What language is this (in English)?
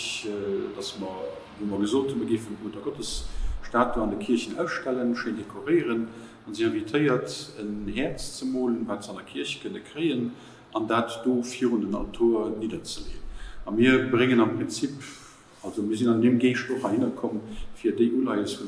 Luxembourgish